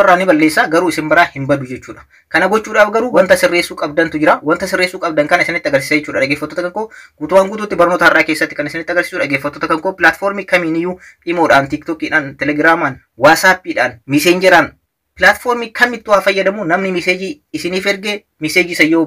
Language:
Oromo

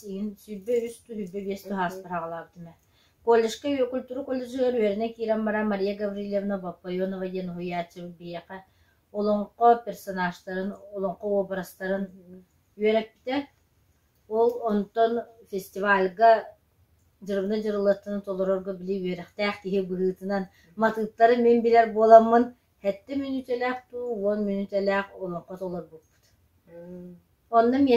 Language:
Yakut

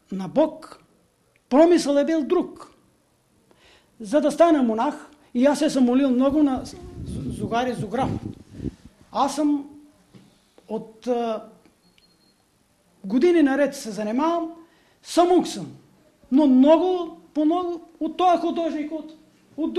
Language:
Bulgarian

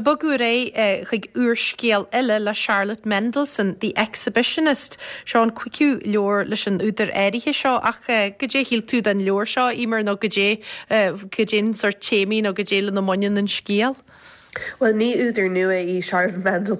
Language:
Irish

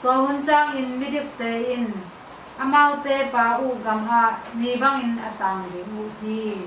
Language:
Tedim Chin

